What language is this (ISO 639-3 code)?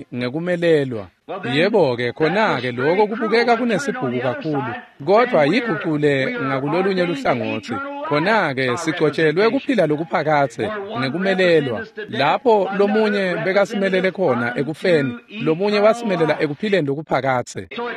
ssw